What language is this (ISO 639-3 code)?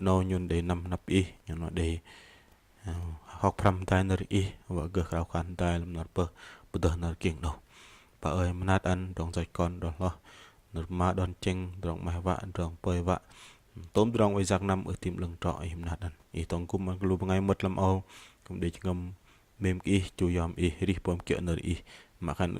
bdq